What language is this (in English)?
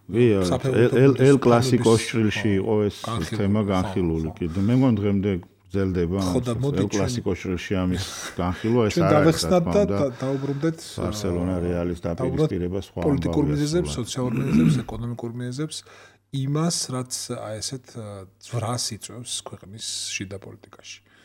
Georgian